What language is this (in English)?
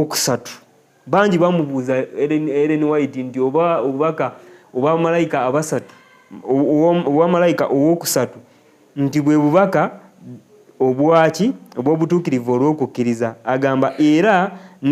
Ganda